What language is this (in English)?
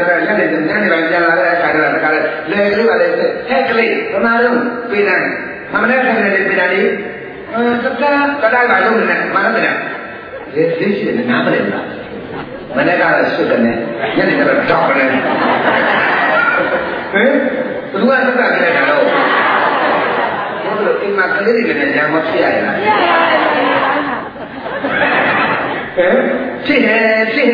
Burmese